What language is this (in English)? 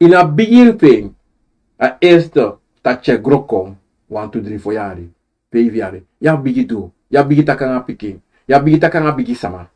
Sranan Tongo